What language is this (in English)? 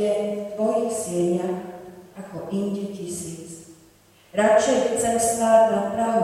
Slovak